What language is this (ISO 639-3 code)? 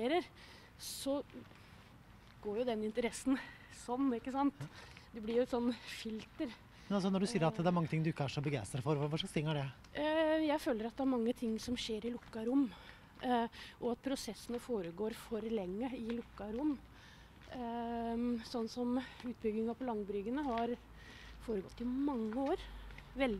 nor